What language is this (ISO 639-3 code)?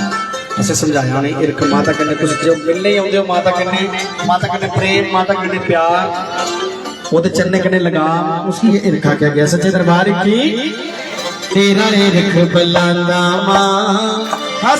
doi